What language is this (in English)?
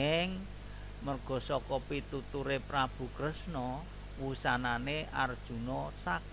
Javanese